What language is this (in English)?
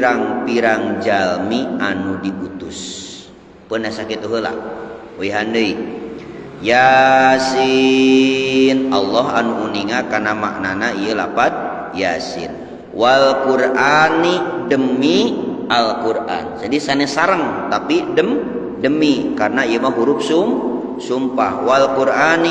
Sundanese